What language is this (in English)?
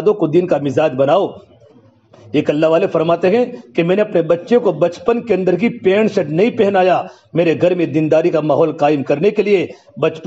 Urdu